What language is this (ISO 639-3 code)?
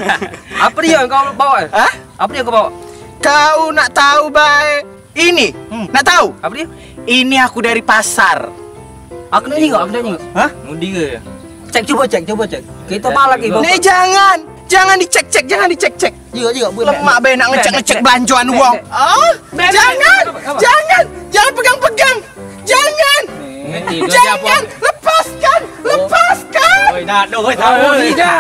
mui